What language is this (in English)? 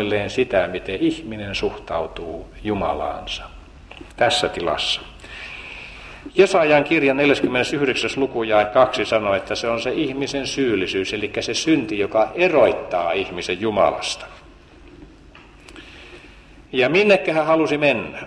Finnish